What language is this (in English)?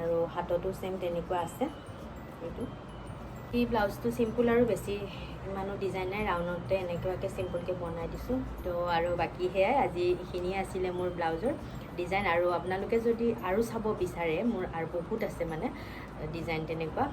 Assamese